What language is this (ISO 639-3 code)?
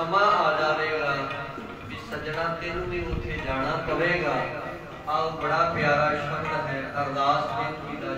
pan